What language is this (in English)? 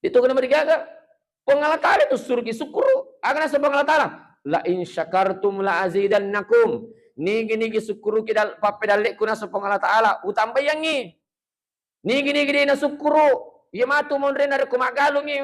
Buginese